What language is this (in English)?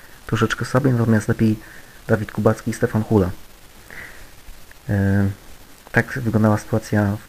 Polish